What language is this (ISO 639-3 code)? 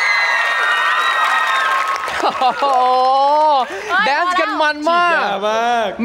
tha